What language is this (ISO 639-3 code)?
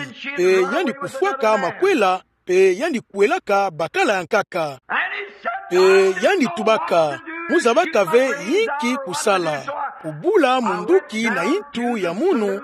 ktu